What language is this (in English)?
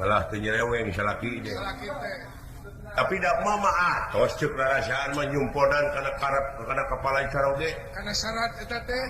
Sundanese